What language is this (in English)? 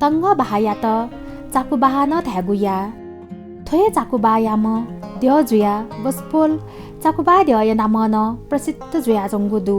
Newari